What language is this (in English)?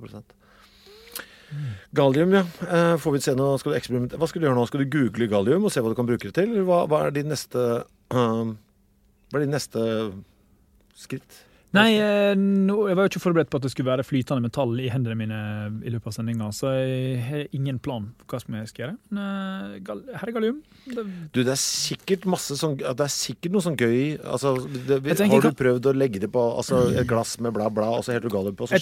Norwegian